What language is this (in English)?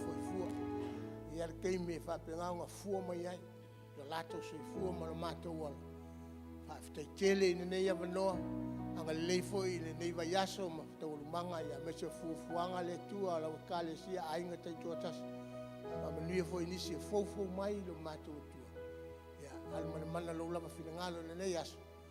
Samoan